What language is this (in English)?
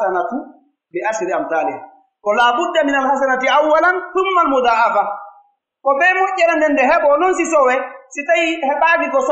Pular